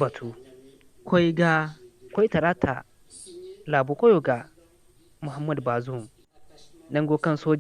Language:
Zarma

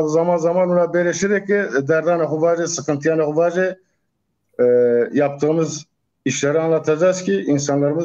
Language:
Zaza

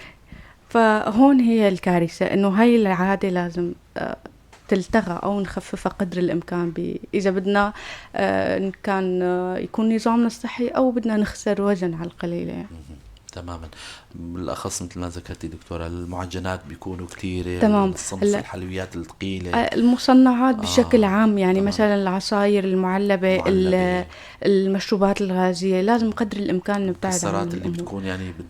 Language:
North Levantine Arabic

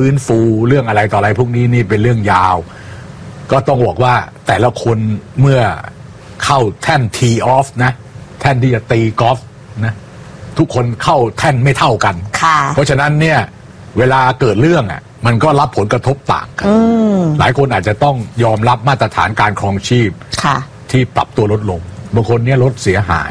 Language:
Thai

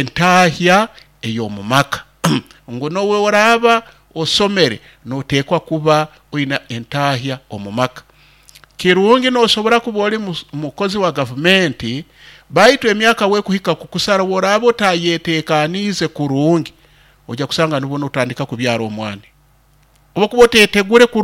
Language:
Nyoro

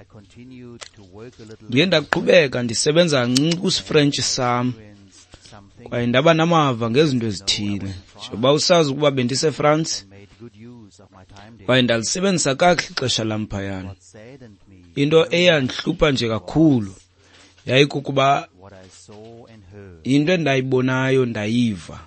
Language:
Xhosa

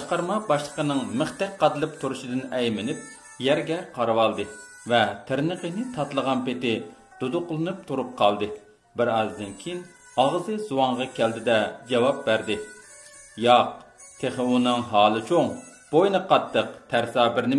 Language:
Uyghur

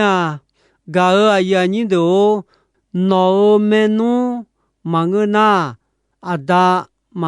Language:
Akha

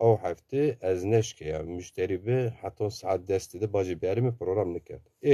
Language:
Zaza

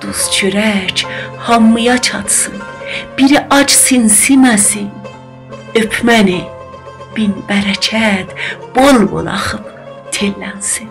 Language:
South Azerbaijani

